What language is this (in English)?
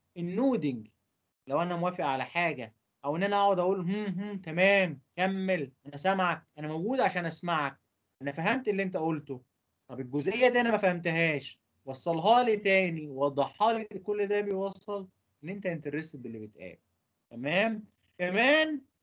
Egyptian Arabic